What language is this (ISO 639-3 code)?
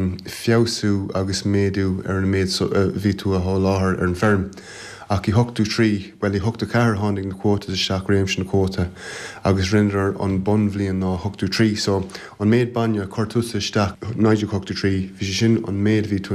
gle